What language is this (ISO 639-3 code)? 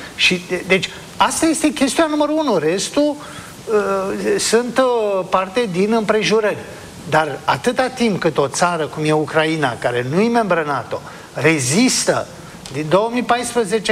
ron